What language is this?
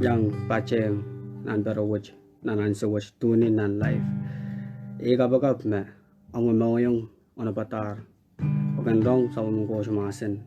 Pohnpeian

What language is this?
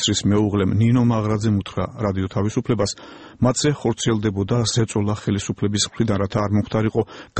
Georgian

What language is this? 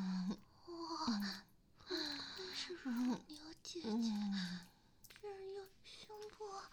Chinese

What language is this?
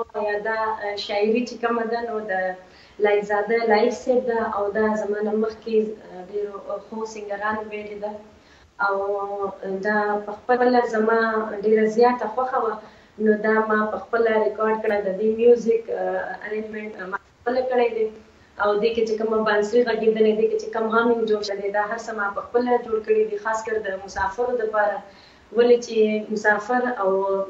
Pashto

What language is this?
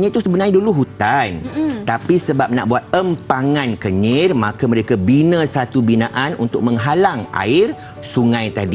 Malay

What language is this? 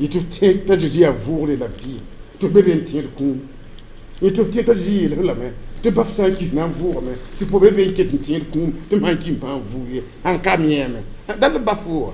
Mossi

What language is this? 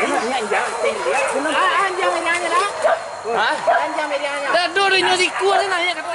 Minangkabau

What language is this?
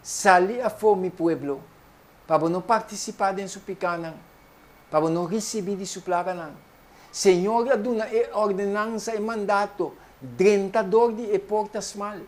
Papiamento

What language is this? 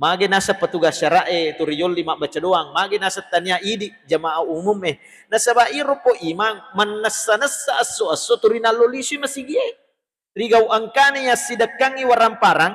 Buginese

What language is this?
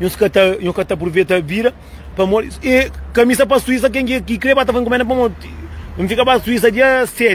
Kabuverdianu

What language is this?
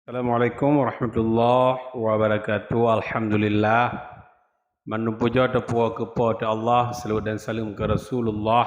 Achinese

